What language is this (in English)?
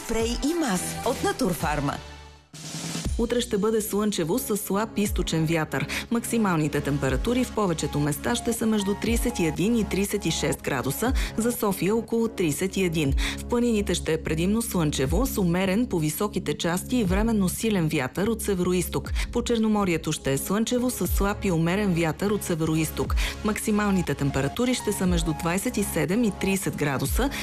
Bulgarian